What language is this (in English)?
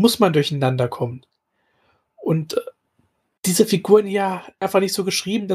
German